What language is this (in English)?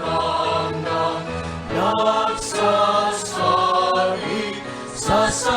Bikol